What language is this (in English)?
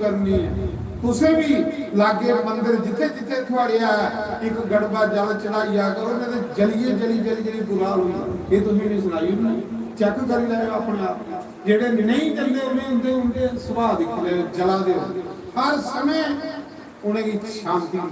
Dogri